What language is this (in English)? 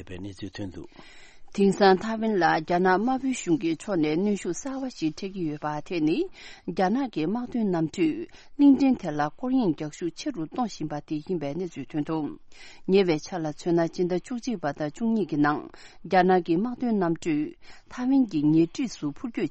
Tibetan